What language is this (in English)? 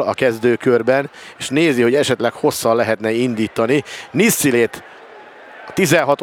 Hungarian